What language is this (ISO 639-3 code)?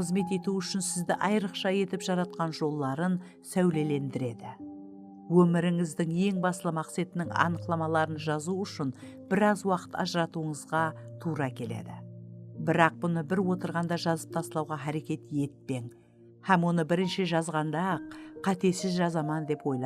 kaa